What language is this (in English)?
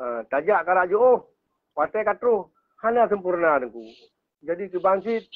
Achinese